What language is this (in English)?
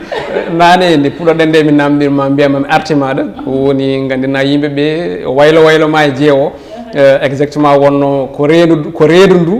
Fula